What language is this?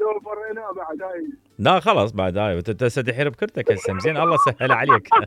Mesopotamian Arabic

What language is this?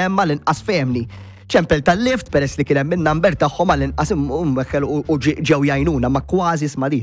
Maltese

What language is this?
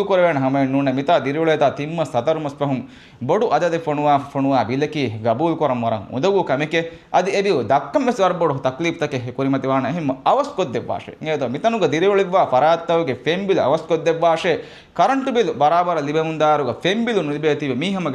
Divehi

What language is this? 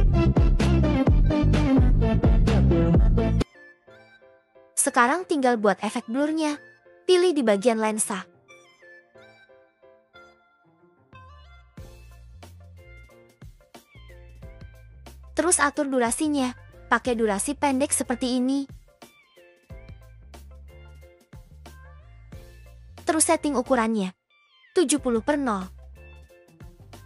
Indonesian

